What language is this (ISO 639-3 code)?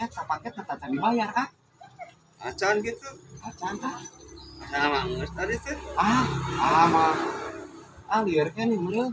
sun